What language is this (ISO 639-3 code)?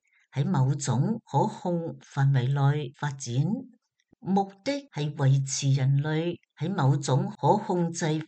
yue